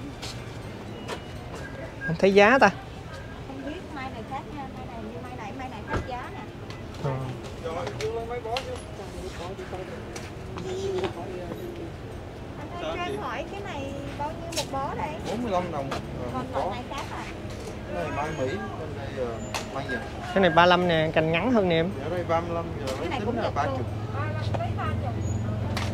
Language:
Vietnamese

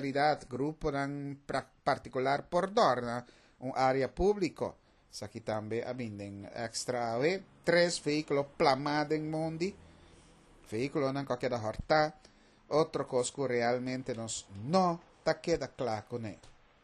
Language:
Papiamento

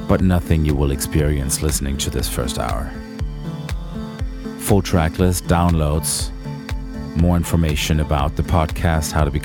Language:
English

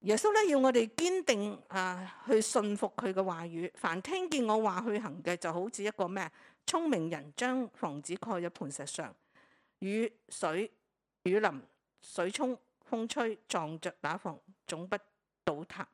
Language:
Cantonese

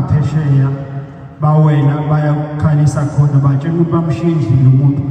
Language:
Zulu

